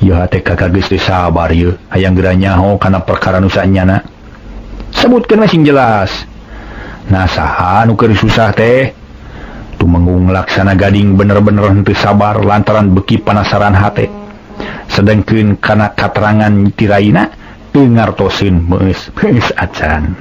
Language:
Sundanese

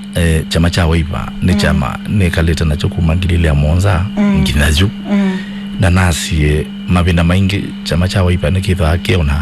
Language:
Kamba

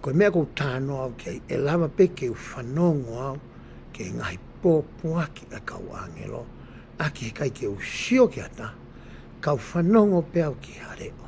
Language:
Tongan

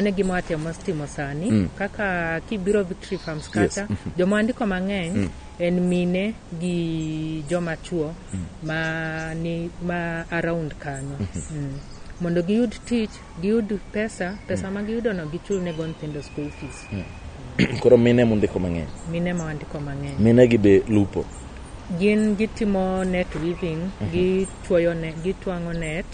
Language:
Luo (Kenya and Tanzania)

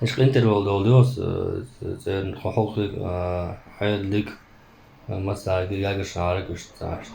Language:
Chechen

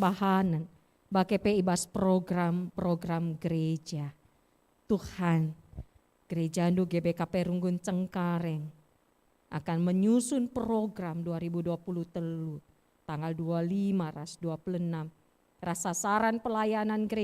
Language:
Batak Karo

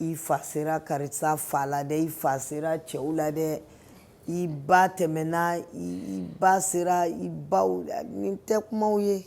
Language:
Bambara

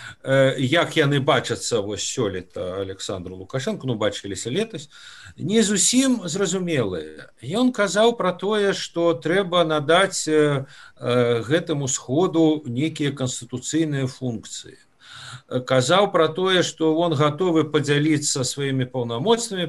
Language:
Belarusian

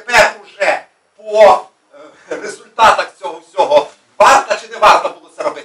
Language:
Ukrainian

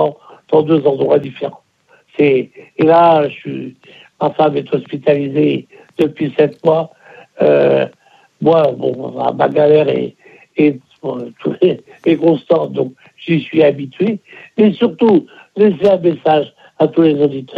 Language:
French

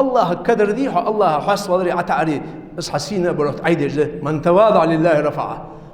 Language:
Ingush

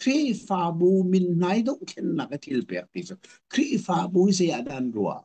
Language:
Hakha Chin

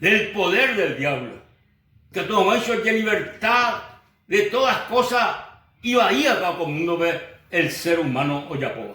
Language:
Guarani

